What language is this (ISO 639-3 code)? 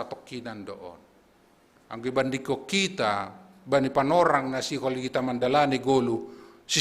bts